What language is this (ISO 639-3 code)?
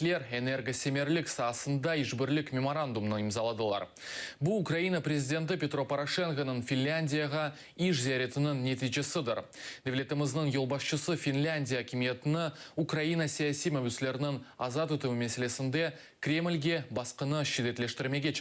crh